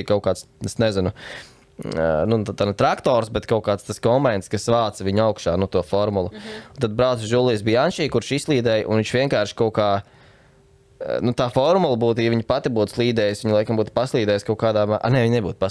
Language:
Latvian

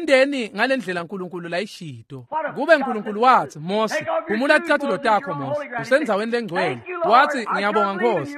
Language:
Swati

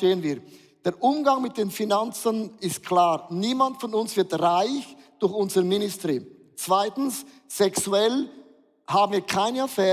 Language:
Swiss German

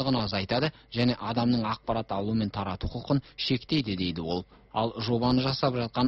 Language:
Kazakh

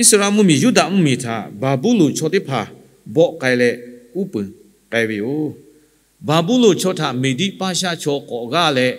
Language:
Lahu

